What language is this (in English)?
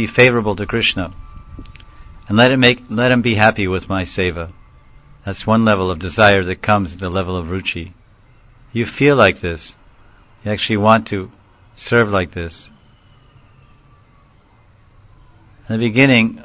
English